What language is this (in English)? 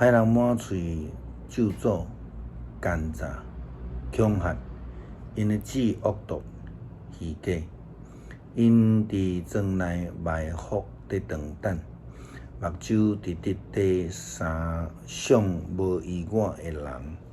Min Nan Chinese